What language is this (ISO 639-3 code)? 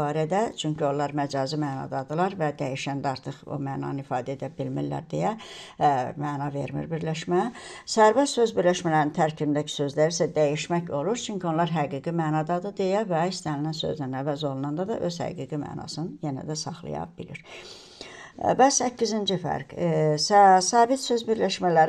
aze